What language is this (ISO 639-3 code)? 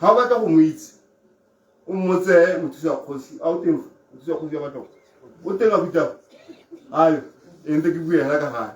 tsn